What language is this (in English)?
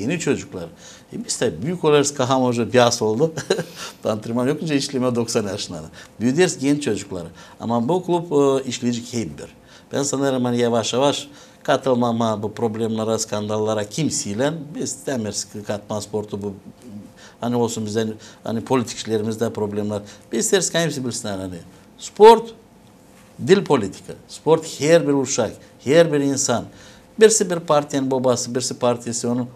Gagauz